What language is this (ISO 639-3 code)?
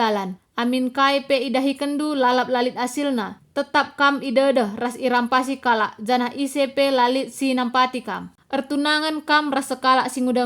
btx